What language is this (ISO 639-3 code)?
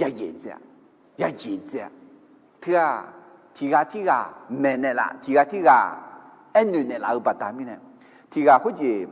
ahk